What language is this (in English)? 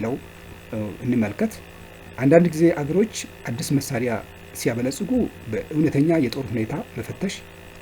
Amharic